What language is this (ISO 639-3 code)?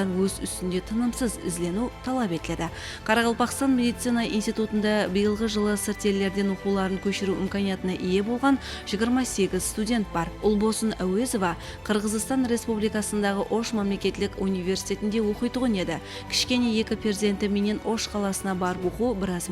kaa